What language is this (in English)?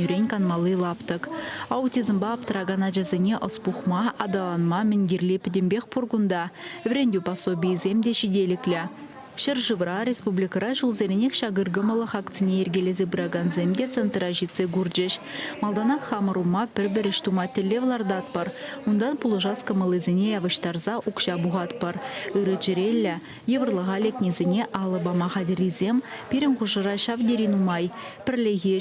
Chuvash